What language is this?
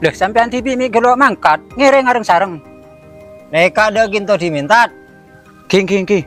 Madurese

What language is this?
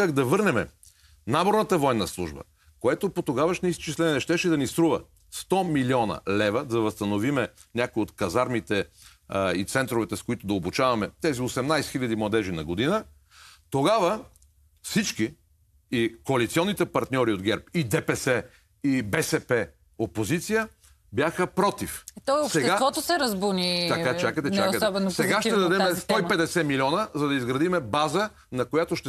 Bulgarian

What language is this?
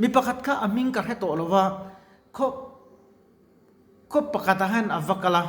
Mizo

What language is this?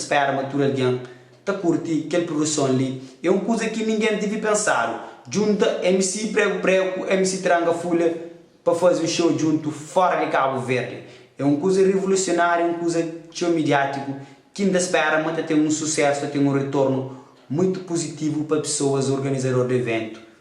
Kabuverdianu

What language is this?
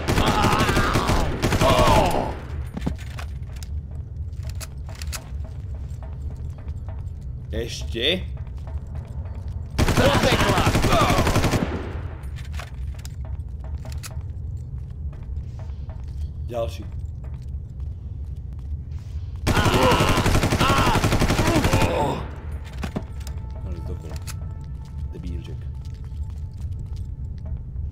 Slovak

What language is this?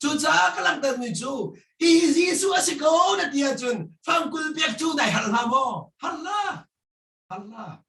Hakha Chin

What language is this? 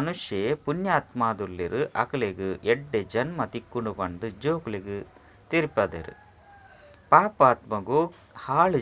Tulu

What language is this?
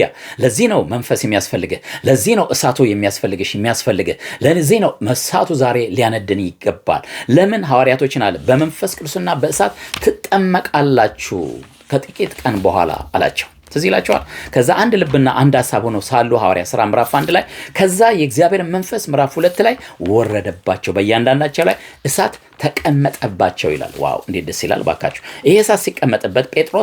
Amharic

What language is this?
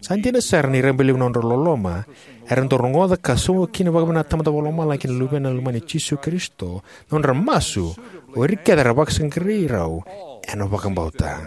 Fijian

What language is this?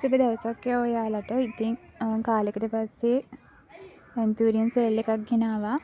Sinhala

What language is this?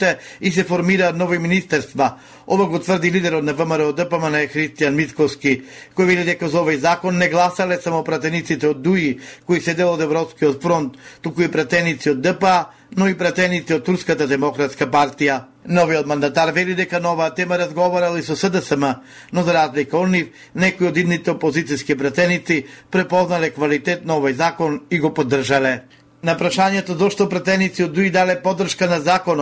Macedonian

